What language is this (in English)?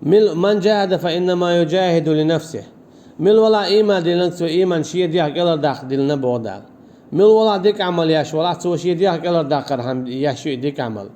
Chechen